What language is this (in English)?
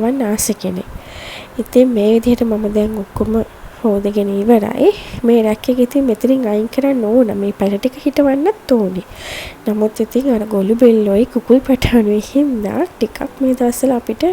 Sinhala